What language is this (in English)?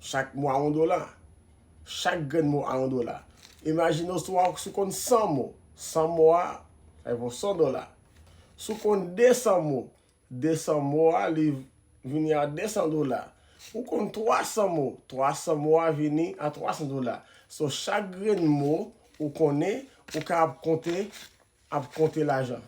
Haitian Creole